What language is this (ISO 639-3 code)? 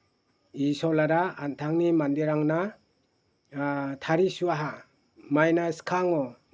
grt